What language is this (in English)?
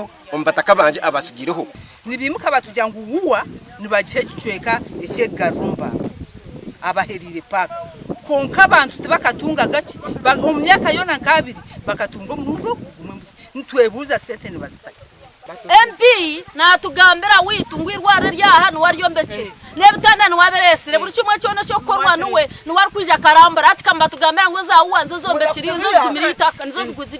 Nyankole